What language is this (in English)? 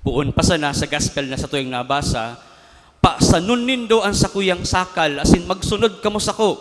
Bikol